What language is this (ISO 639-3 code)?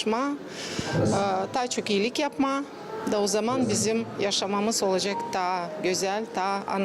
gag